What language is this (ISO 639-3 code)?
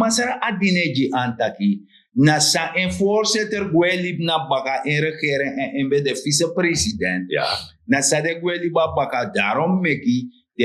srn